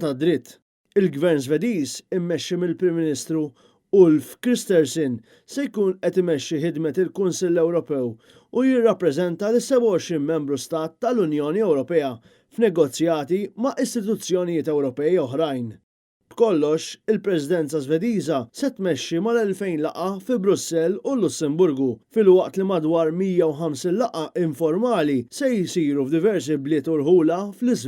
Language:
Maltese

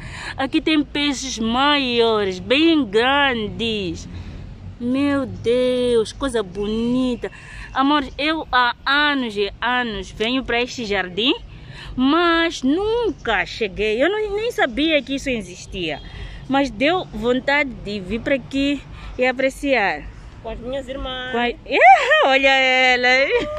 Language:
Portuguese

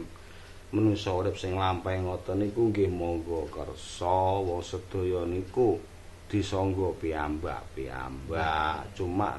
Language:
Javanese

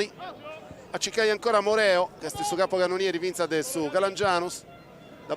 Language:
Sardinian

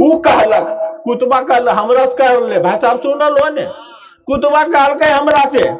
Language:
Magahi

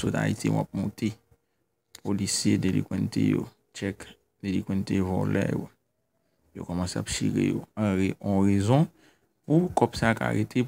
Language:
Haitian Creole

